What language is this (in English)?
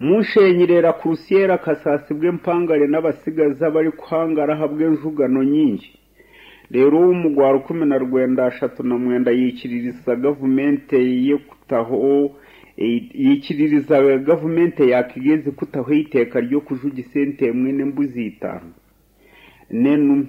Nyankole